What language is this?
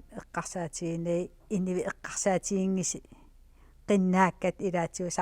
Kalaallisut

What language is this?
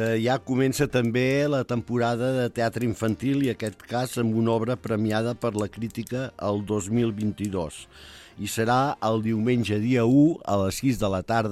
Catalan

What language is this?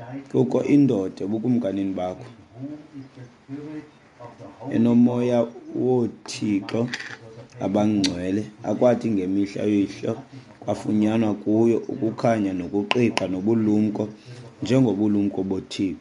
Xhosa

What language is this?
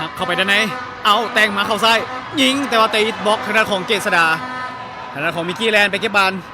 Lao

